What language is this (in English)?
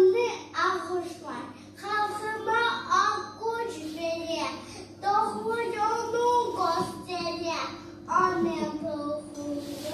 Crimean Tatar